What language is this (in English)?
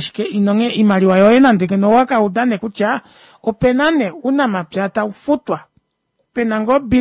Kuanyama